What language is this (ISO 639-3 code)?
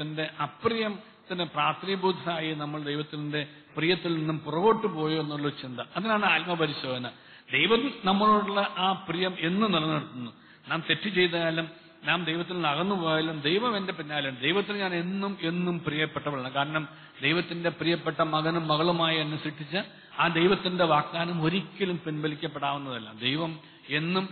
mal